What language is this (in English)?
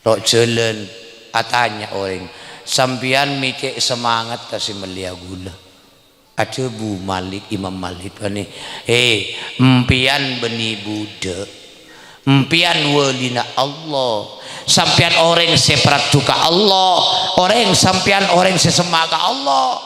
Madurese